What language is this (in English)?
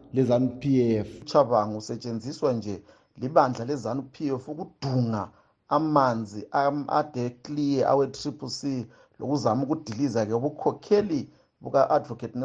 North Ndebele